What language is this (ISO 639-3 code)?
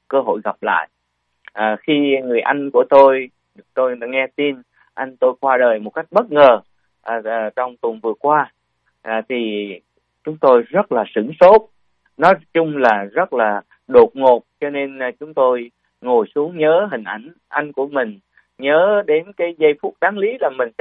vie